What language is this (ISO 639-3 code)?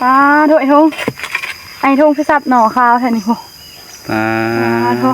tts